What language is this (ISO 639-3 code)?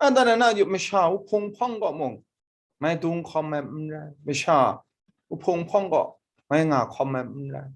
kac